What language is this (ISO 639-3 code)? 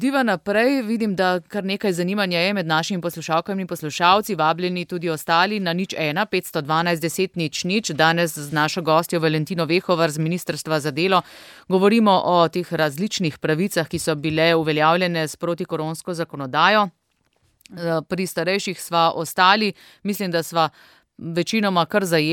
slv